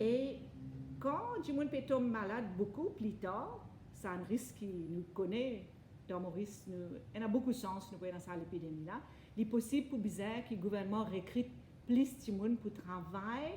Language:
Morisyen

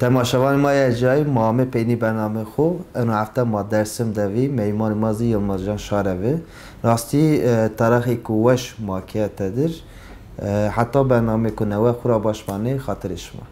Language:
Zaza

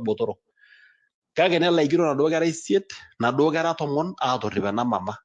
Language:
Masai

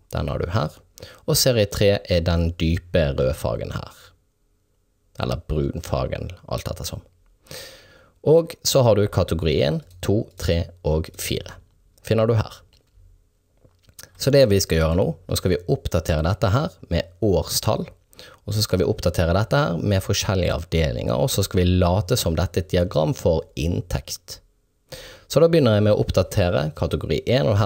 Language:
Norwegian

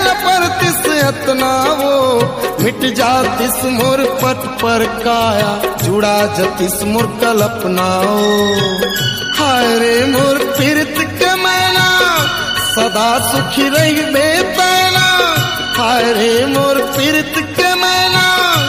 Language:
Chhattisgarhi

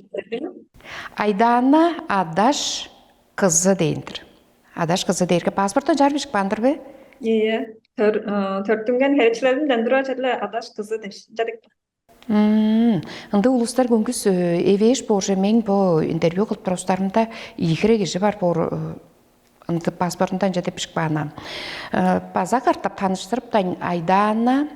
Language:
Tuvinian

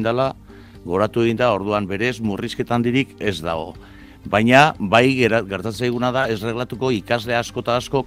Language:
Basque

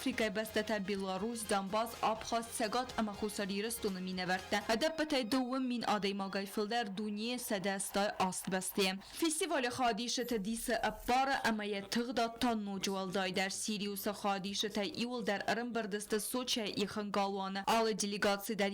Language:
Ossetic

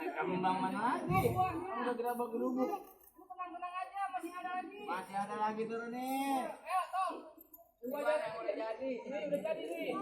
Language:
Betawi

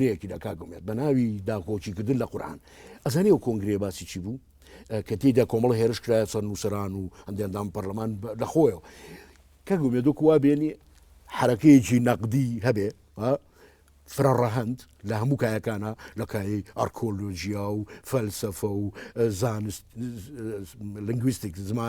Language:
Central Kurdish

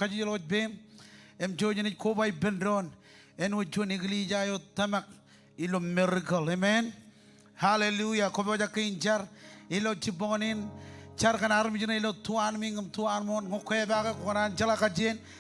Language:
Marshallese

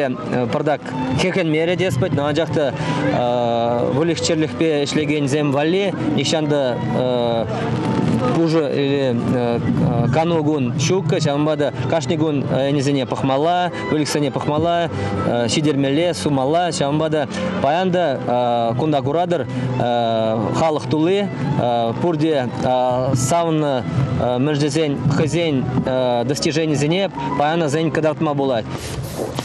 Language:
Chuvash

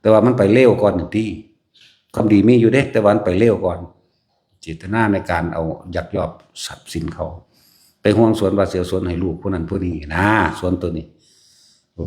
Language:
Northeastern Thai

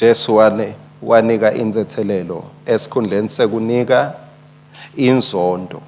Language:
Swati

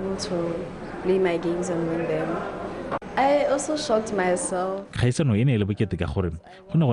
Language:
Tswana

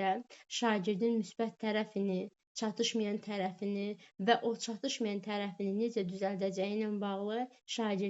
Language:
Azerbaijani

